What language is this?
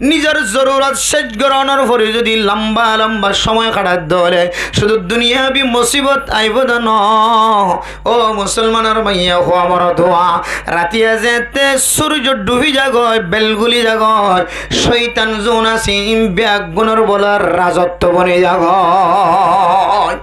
Rohingya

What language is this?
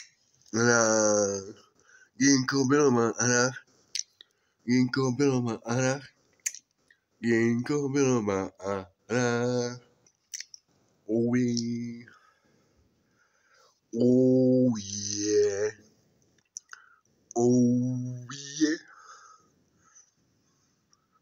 Czech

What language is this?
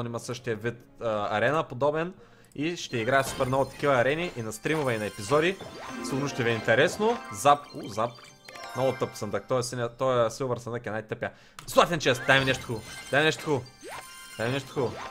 Bulgarian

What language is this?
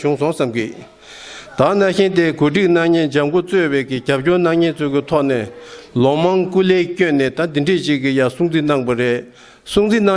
Tibetan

